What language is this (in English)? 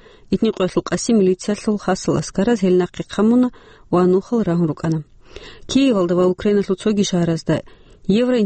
Avaric